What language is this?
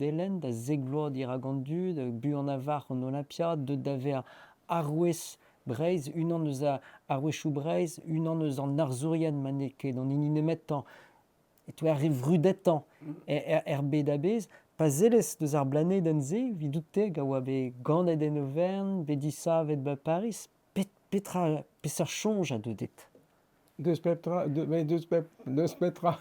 Breton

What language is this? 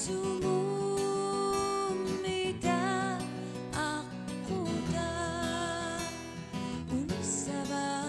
Kalaallisut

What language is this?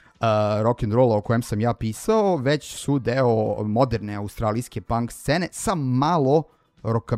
Serbian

